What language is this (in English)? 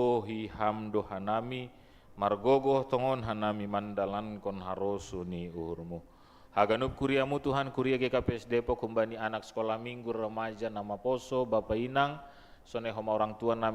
Batak Simalungun